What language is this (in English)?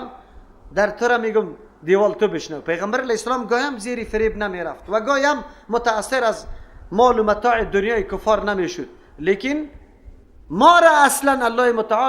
Persian